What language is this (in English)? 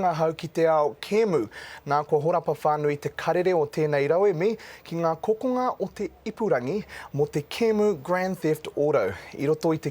Māori